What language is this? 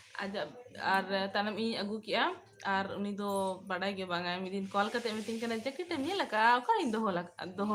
Santali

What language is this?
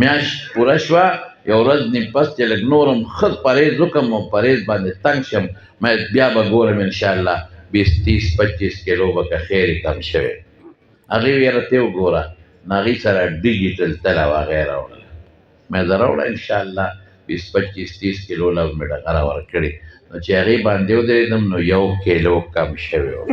Pashto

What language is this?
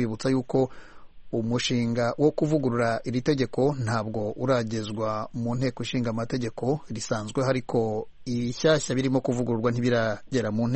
Kinyarwanda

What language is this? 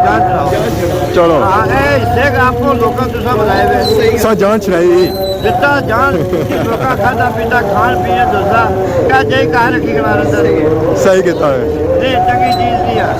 Pahari-Potwari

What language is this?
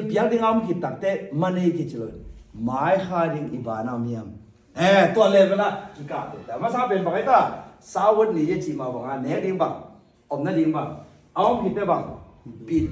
Tedim Chin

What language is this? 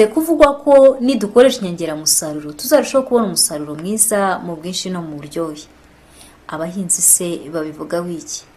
Kinyarwanda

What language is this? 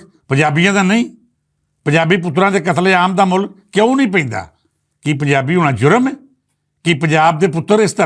Western Panjabi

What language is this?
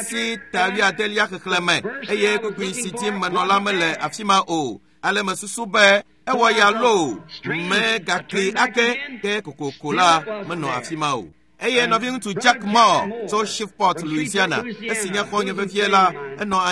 Ewe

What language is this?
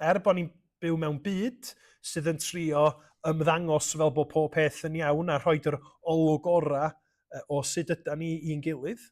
Welsh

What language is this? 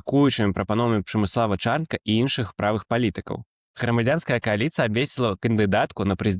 Belarusian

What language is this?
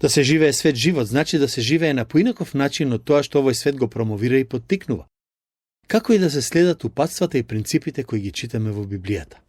Macedonian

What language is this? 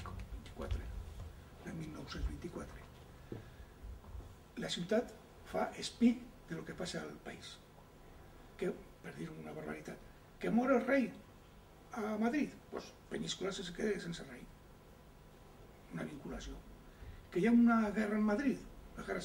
Catalan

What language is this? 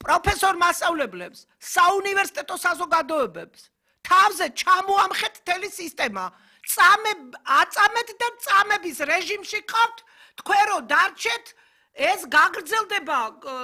Georgian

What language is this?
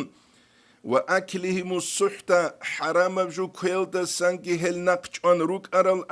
Avaric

